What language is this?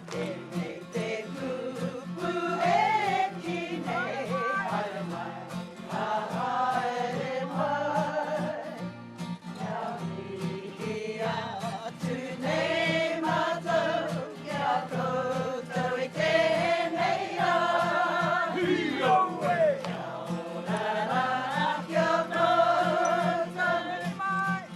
Māori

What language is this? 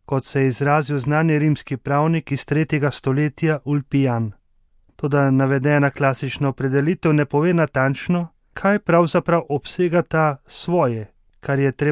Slovenian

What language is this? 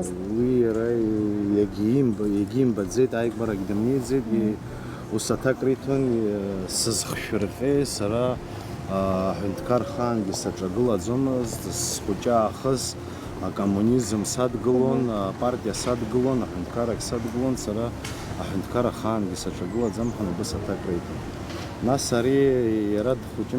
Abkhazian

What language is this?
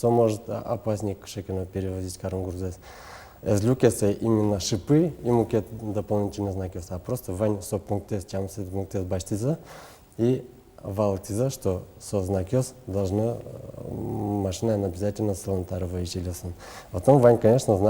Udmurt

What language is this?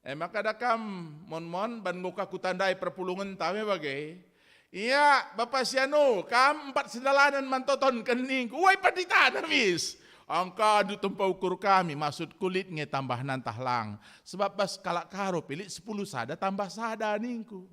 Batak Karo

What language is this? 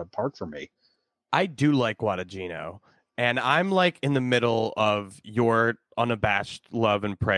English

